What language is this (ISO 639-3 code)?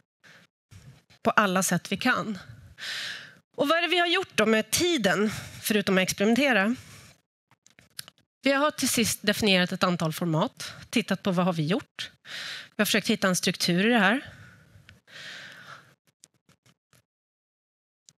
swe